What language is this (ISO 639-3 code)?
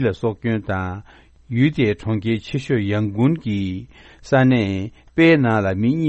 bod